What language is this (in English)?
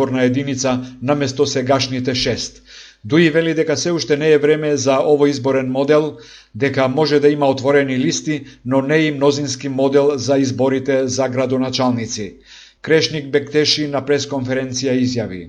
Macedonian